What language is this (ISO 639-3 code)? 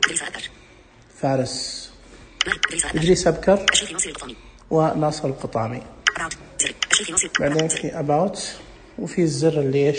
ars